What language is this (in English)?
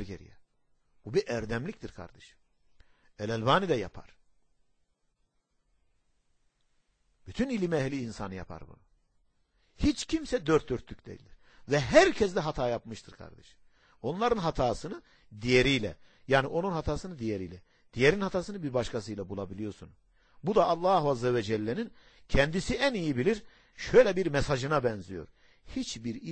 Turkish